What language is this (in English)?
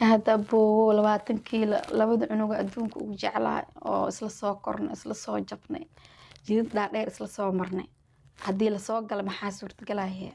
Somali